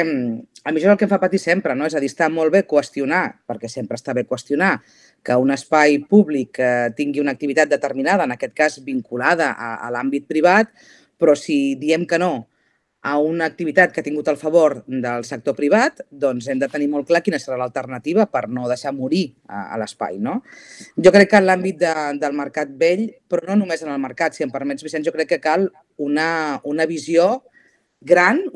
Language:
Catalan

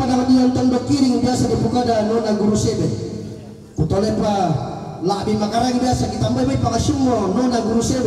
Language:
Toraja-Sa'dan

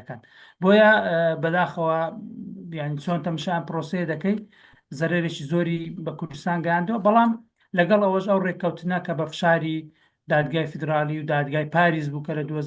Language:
Central Kurdish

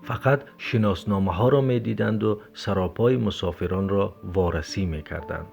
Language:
Tajik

